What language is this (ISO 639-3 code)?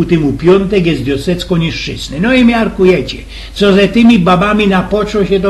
szl